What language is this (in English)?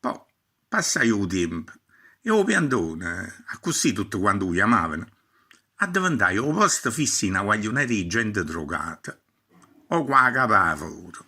Neapolitan